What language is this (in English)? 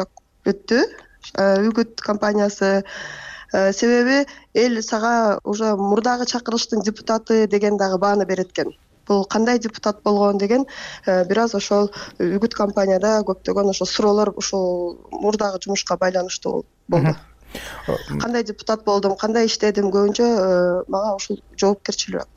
Kyrgyz